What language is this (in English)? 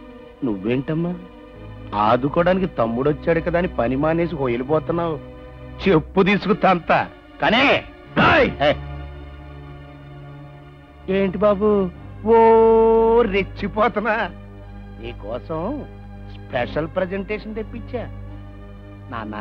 Telugu